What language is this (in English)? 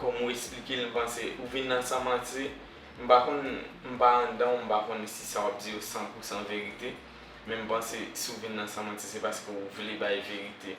Haitian Creole